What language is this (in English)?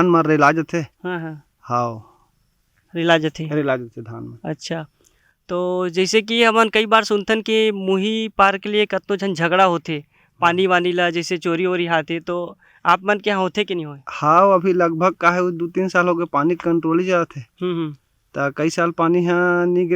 Chhattisgarhi